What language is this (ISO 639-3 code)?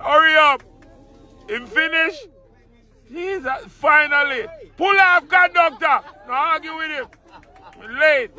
jam